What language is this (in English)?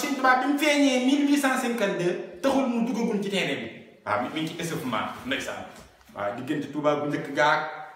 Wolof